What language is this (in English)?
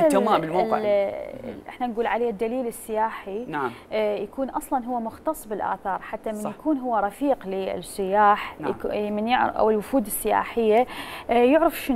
Mesopotamian Arabic